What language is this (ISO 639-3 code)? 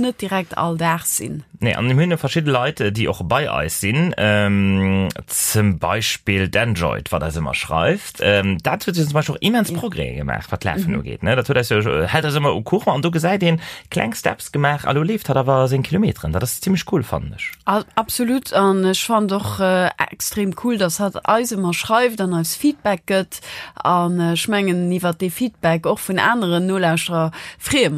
ltz